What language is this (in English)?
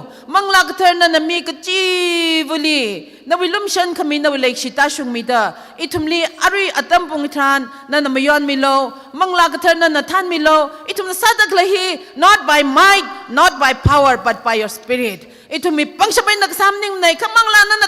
Tangkhul Naga (India)